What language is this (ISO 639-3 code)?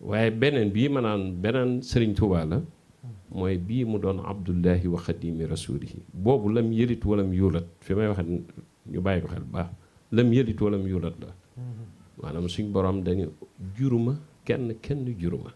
wol